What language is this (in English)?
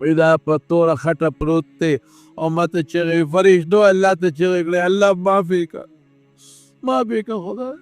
Pashto